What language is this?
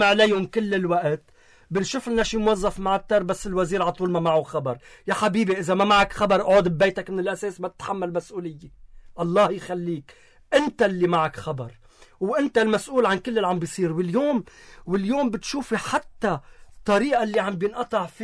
North Levantine Arabic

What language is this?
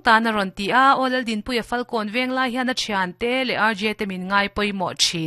Mizo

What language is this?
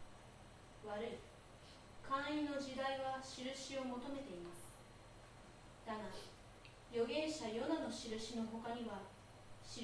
Japanese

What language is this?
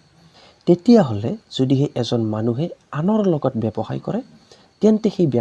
Assamese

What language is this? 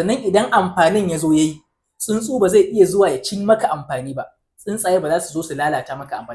Hausa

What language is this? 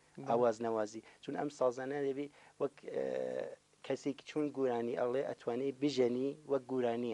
Central Kurdish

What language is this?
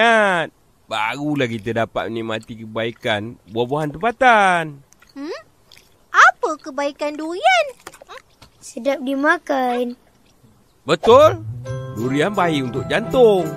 Malay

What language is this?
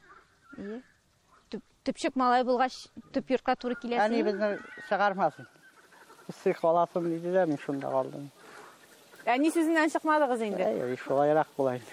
Tatar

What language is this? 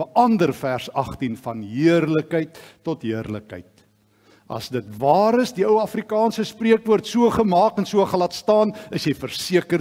Afrikaans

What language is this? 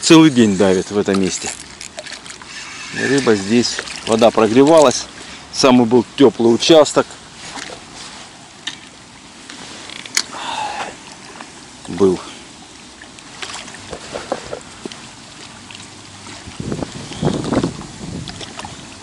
Russian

